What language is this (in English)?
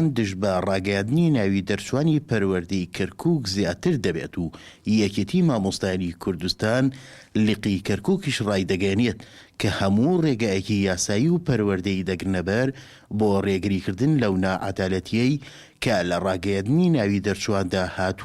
Central Kurdish